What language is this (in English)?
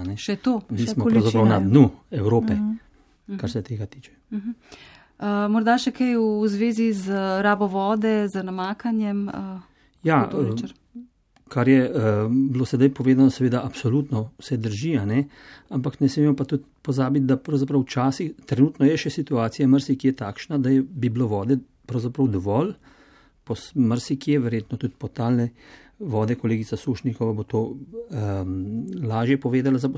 Slovenian